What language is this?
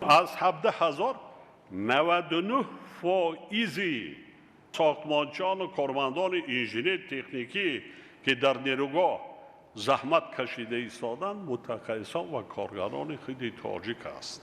Tajik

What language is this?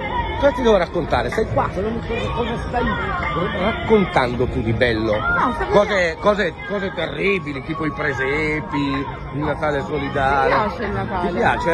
Italian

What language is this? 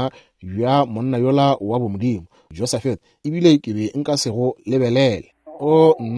Northern Sotho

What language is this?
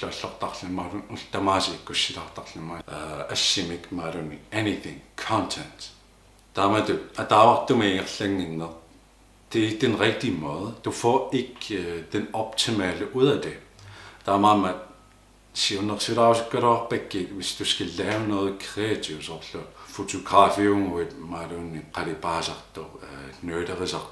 Kalaallisut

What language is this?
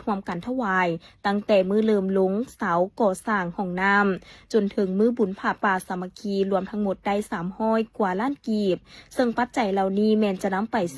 Lao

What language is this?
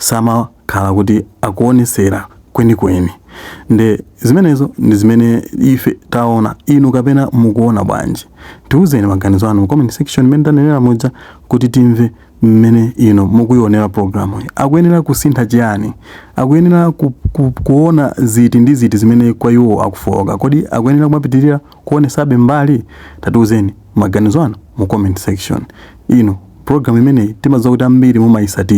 Nyanja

